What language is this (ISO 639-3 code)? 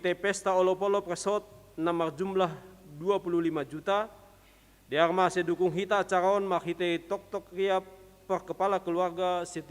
bts